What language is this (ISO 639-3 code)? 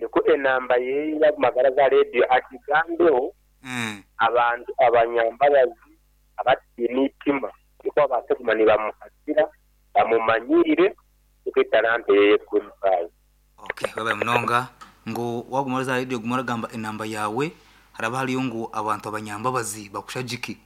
nyn